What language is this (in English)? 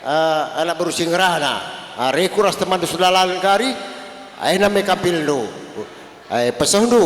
Batak Karo